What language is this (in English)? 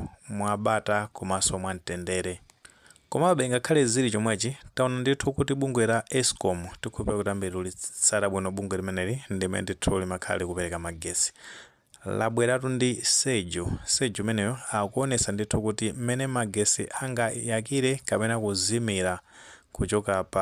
Nyanja